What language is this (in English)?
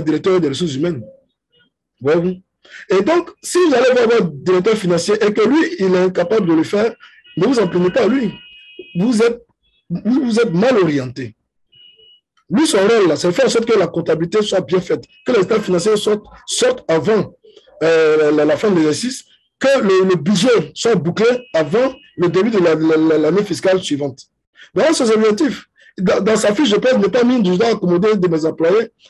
French